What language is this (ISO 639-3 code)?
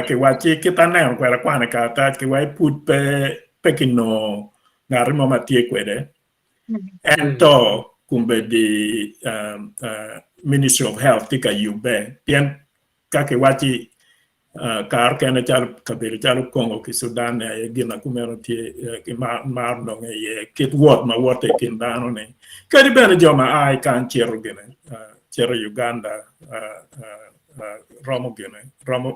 ach